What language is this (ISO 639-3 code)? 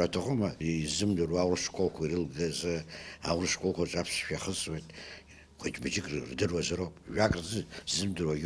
abk